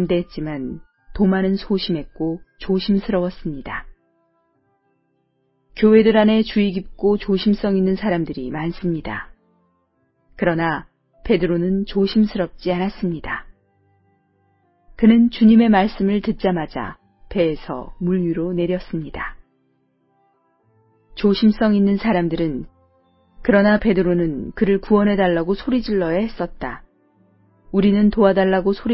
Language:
Korean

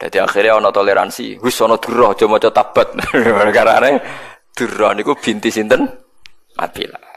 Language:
Javanese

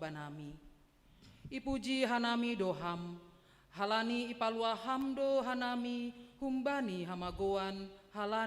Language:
Batak Simalungun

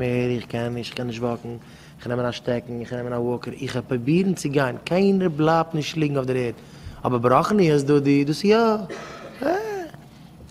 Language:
Yiddish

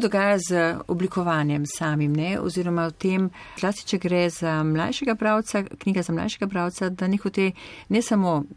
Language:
Slovenian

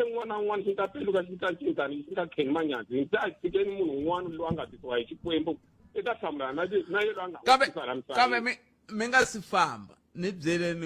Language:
Tsonga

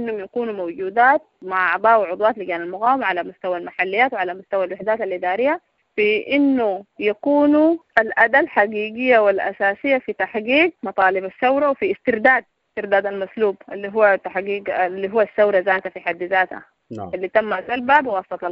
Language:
Sudanese Arabic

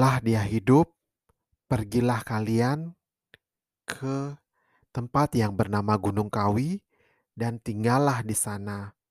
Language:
Indonesian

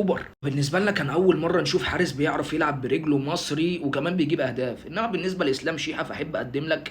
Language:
Egyptian Arabic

